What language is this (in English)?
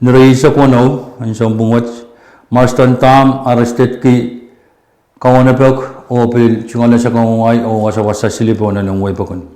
Pohnpeian